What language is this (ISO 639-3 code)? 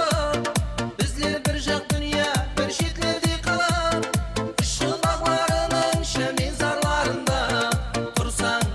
kaa